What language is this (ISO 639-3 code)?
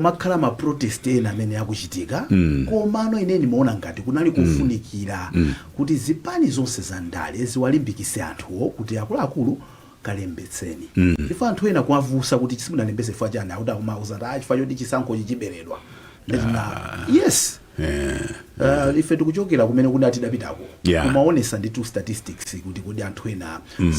nya